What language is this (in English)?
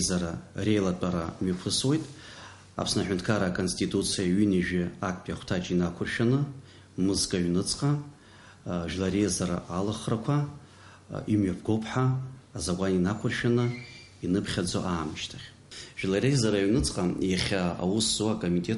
Abkhazian